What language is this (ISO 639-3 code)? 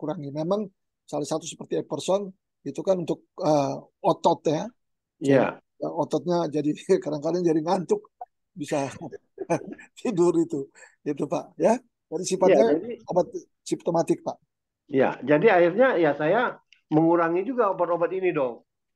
ind